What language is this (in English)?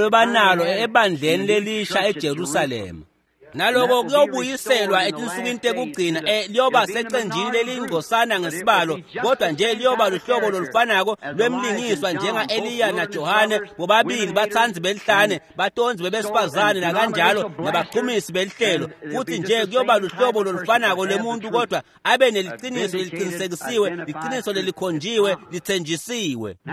Swati